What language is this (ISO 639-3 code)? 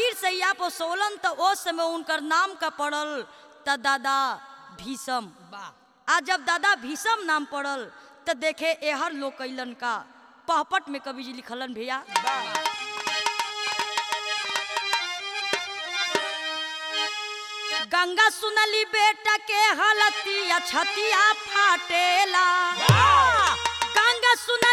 bho